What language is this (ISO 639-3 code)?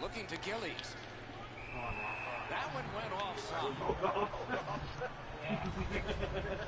eng